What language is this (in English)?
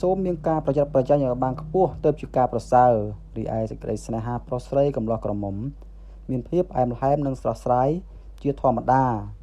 Khmer